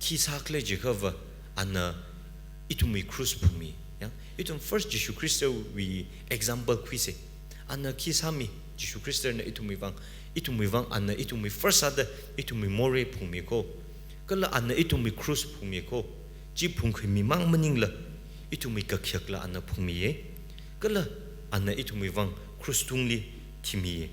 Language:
Tangkhul Naga (India)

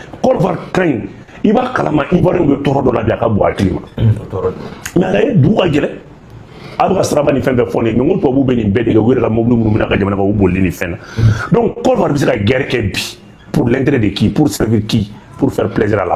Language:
Bambara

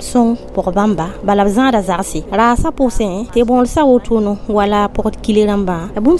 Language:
Mossi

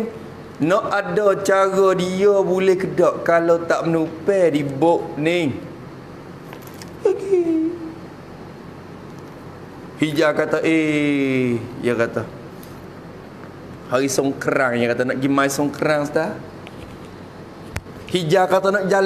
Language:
Malay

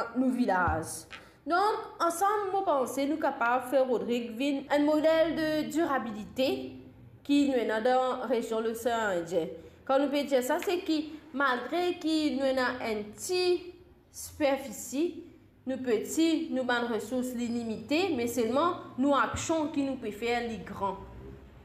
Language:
Morisyen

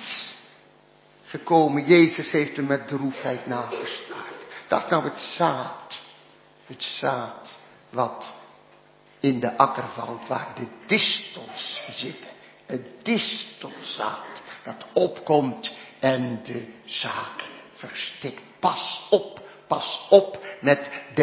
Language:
Dutch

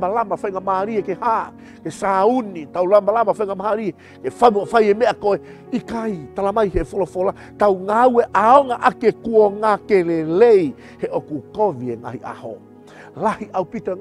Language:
Tongan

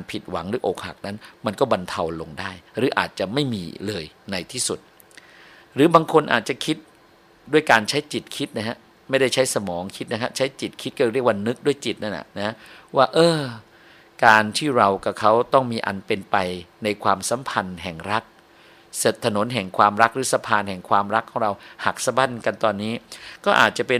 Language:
Thai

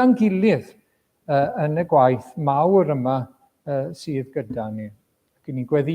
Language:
Welsh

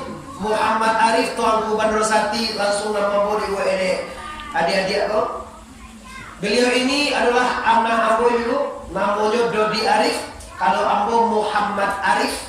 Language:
Minangkabau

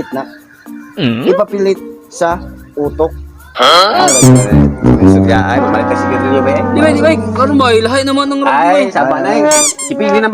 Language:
Cebuano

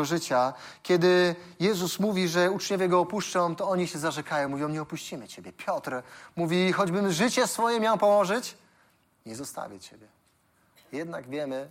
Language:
Polish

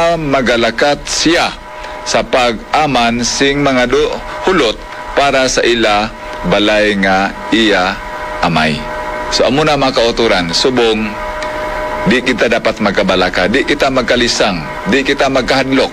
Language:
Hiligaynon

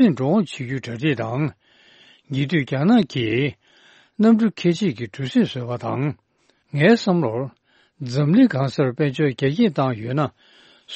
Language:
Tibetan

